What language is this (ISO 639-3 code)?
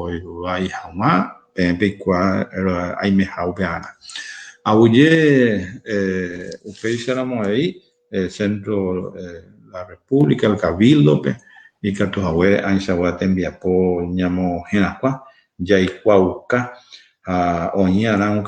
grn